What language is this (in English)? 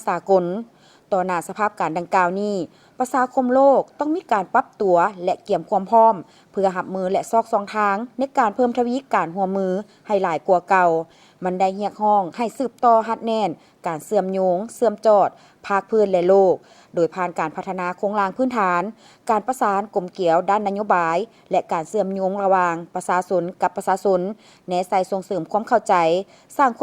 Lao